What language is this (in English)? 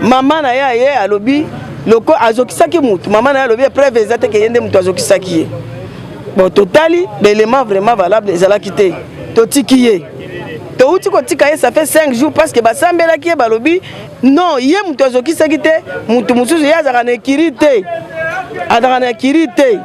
Lingala